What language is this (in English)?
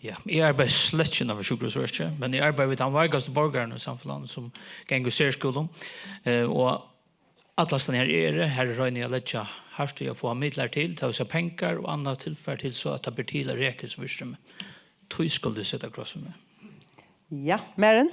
Faroese